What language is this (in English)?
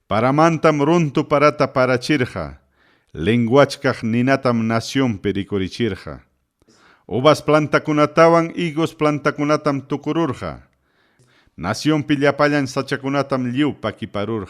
Ayacucho Quechua